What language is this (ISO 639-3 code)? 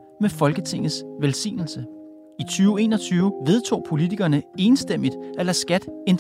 dan